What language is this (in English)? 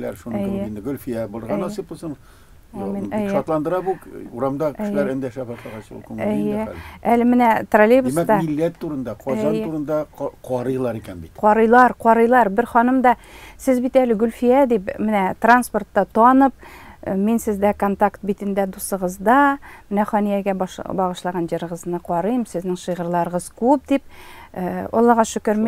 Tatar